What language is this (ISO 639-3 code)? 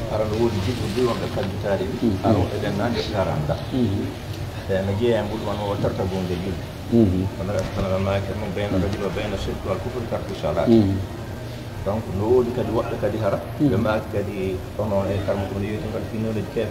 fuf